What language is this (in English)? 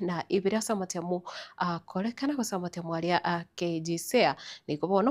Gusii